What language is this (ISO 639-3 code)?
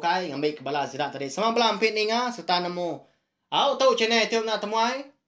iba